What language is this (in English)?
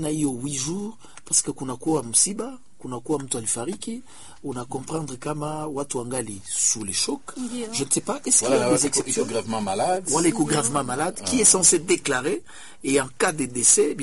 Swahili